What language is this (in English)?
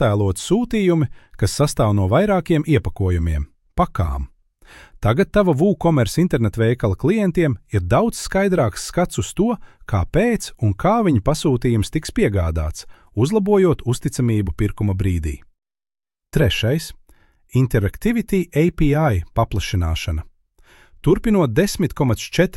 Latvian